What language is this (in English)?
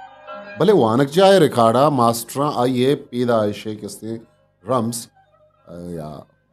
Eastern Balochi